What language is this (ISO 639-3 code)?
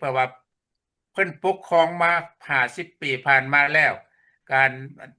lao